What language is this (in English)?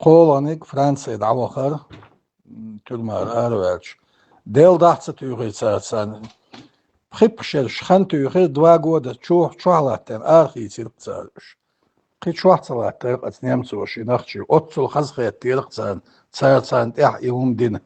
Chechen